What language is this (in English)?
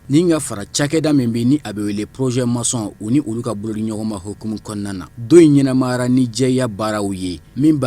Bambara